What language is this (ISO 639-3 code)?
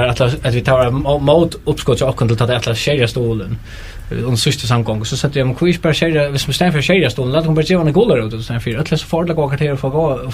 fao